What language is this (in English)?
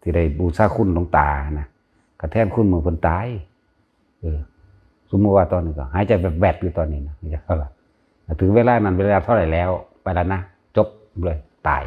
Northeastern Thai